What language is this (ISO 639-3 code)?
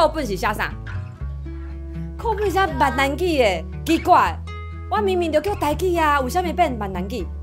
nan